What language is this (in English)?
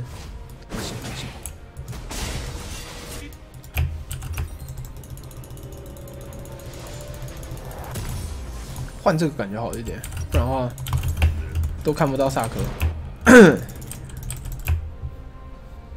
Chinese